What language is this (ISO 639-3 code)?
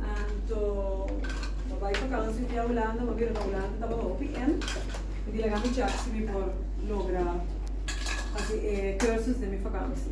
pap